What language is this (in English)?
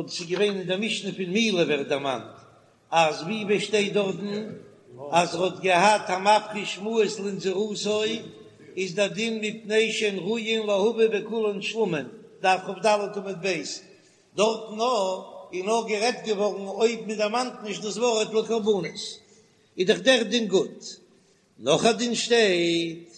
Yiddish